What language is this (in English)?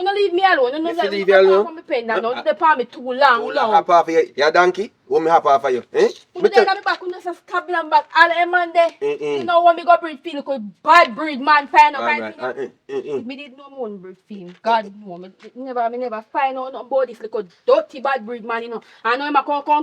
Jamaican Creole English